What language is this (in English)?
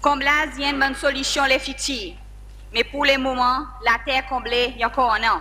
Seselwa Creole French